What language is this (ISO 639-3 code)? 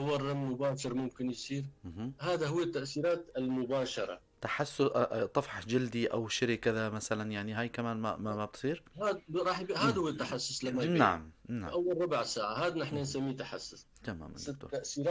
apc